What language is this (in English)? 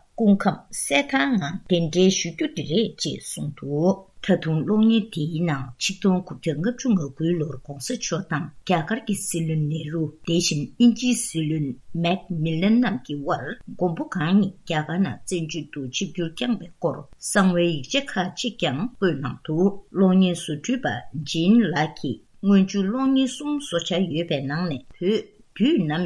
Tibetan